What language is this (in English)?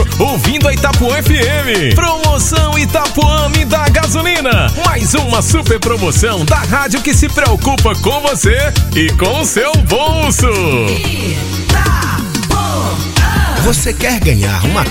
Portuguese